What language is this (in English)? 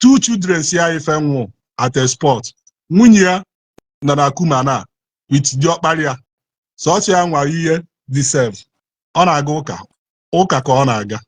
Igbo